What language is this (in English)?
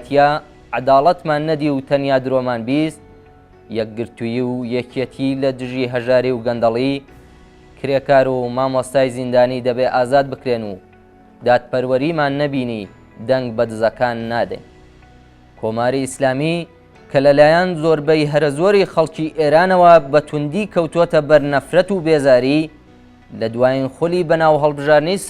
Central Kurdish